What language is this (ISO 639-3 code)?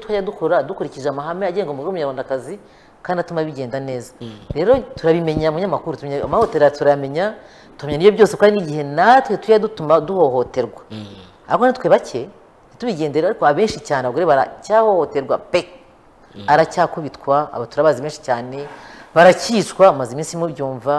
kin